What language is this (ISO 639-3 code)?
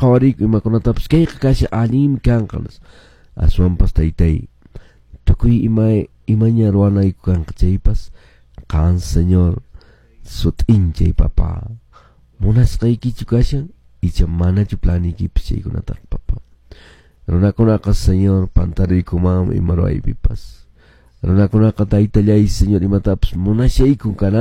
que